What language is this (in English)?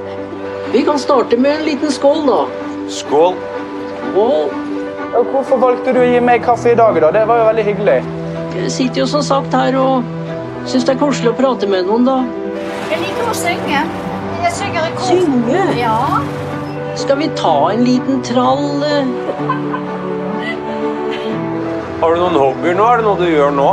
Norwegian